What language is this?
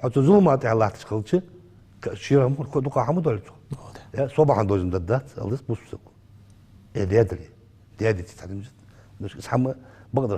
Ingush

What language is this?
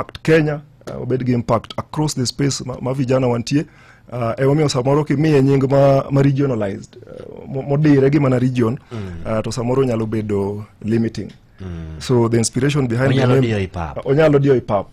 Luo (Kenya and Tanzania)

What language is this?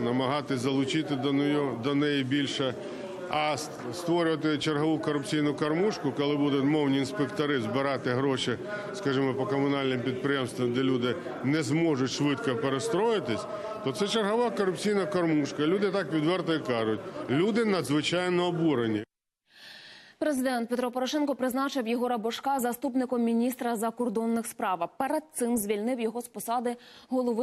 Ukrainian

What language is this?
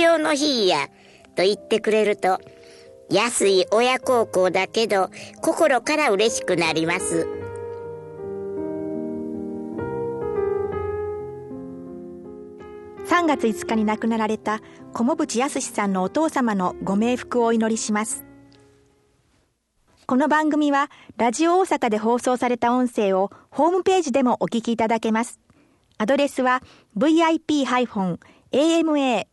Japanese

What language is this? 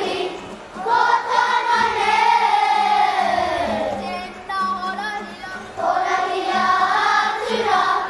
Māori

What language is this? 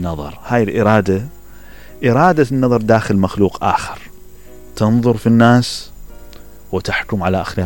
Mesopotamian Arabic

